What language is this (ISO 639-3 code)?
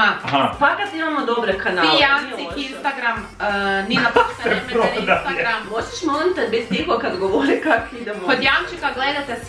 hrv